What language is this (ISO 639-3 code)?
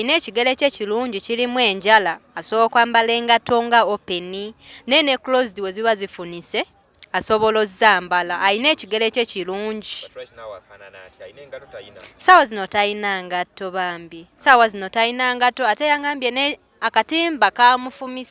lug